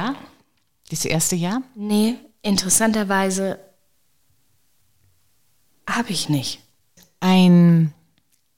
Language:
German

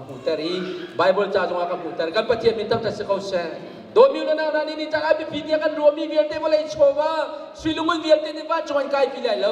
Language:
Hakha Chin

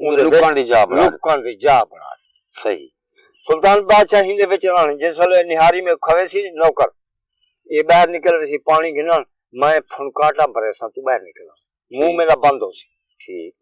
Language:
Saraiki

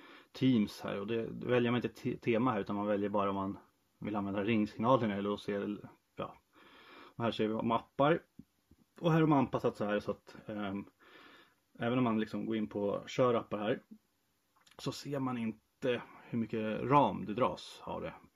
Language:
Swedish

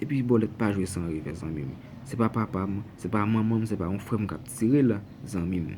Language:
Haitian Creole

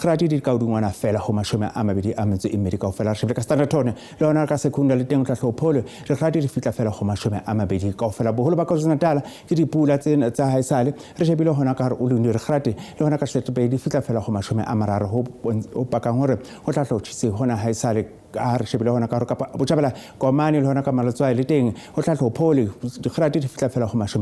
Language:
Southern Sotho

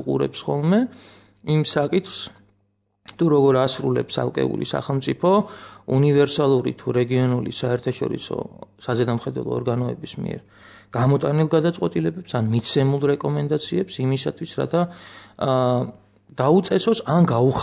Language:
Georgian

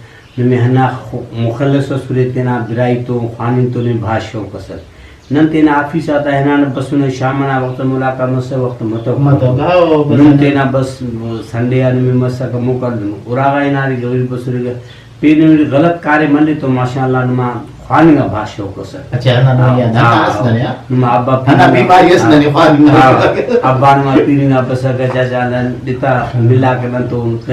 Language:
Brahui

